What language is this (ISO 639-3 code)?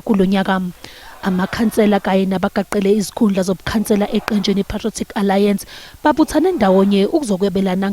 zul